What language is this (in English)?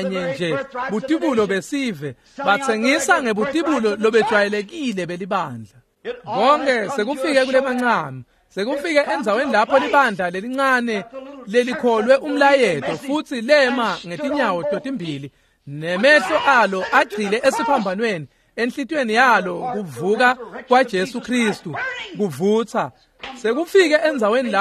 Swati